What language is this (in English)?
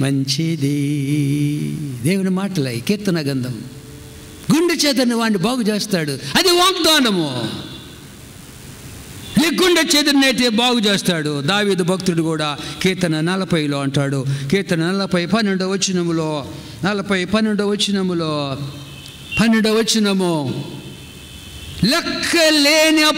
Telugu